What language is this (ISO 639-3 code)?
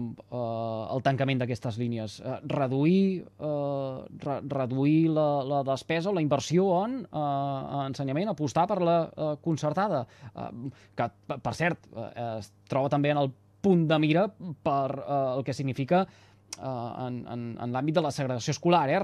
cat